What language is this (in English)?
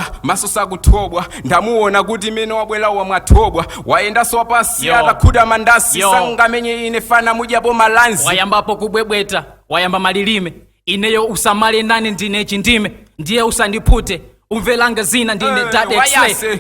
Nyanja